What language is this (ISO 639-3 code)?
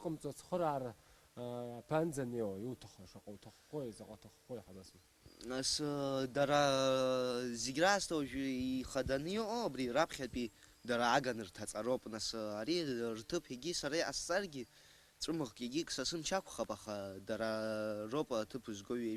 abk